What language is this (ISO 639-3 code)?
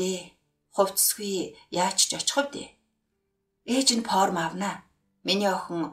mon